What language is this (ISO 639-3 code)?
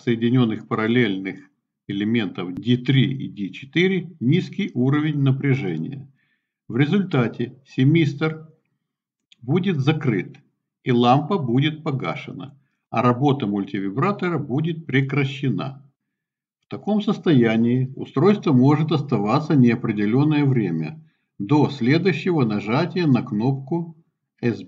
rus